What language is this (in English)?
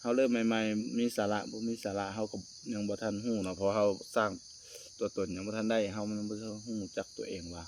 Lao